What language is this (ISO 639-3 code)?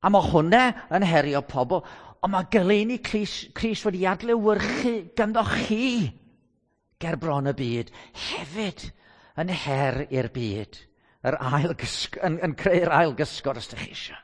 cym